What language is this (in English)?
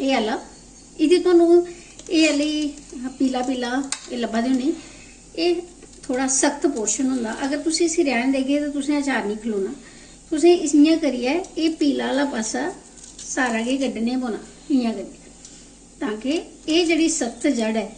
Dogri